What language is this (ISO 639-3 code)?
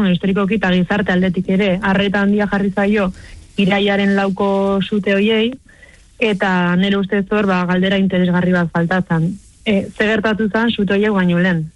eus